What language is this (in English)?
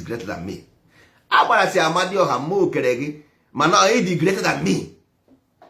Igbo